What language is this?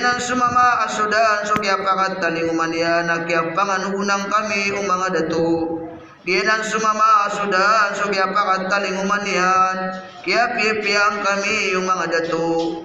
Maranao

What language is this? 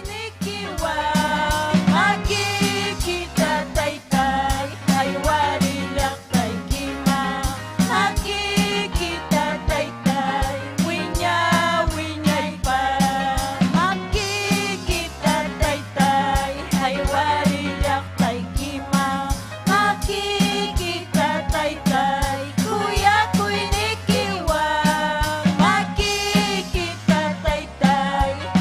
Ayacucho Quechua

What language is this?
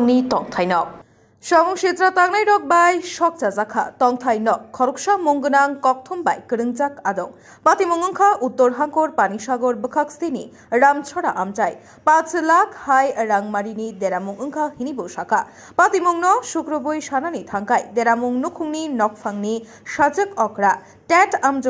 Kok Borok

